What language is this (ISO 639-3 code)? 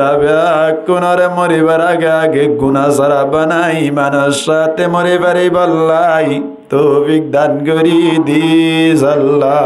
rhg